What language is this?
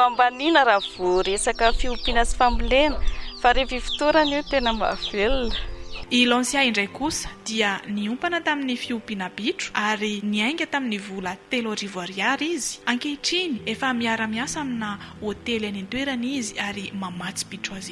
Malagasy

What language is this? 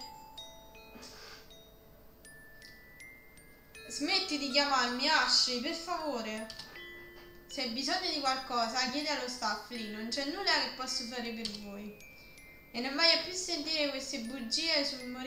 Italian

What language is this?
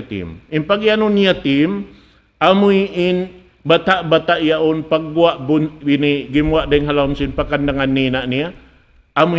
Tausug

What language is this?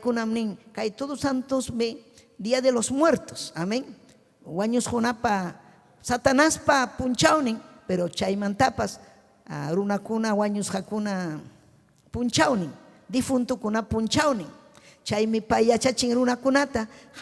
Ayacucho Quechua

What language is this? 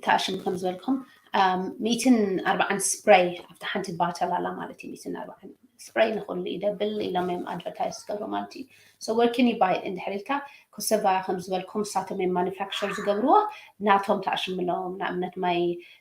Tigrinya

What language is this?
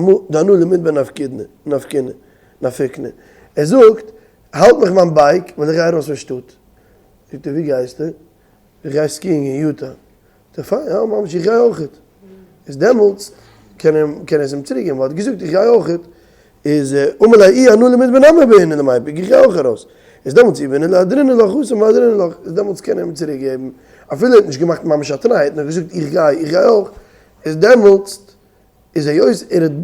Yiddish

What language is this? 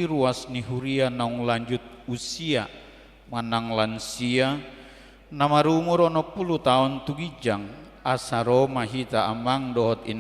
Batak Toba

